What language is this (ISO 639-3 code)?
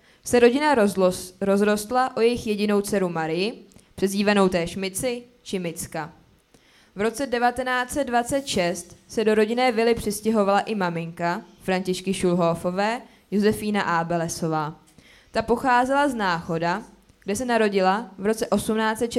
ces